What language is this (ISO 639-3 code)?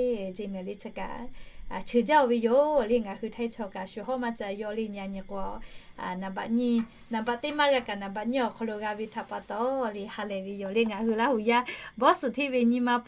lhu